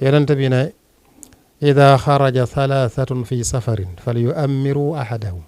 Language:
Wolof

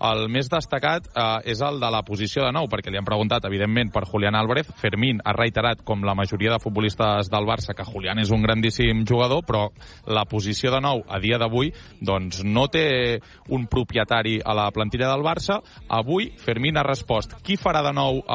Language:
Catalan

